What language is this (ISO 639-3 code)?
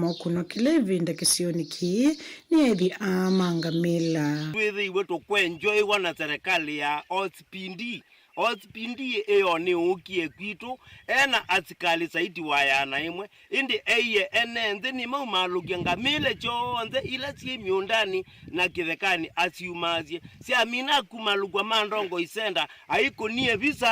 kam